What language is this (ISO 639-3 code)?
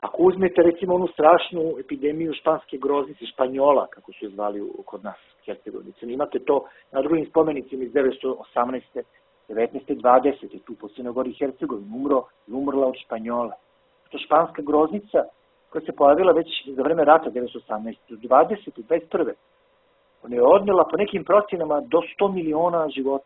srp